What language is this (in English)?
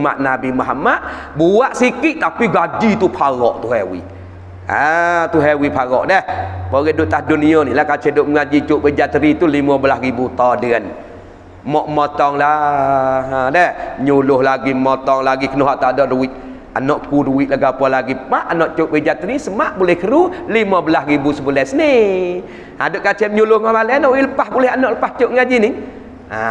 Malay